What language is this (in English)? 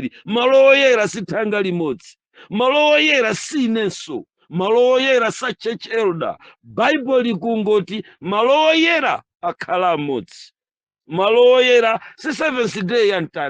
Nyanja